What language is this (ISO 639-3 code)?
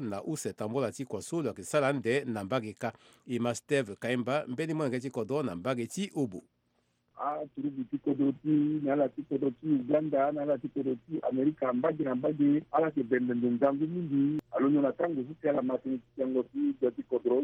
sag